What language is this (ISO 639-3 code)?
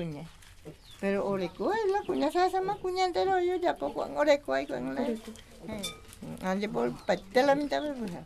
grn